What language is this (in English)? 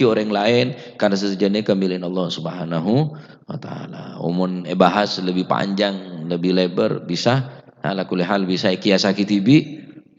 Madurese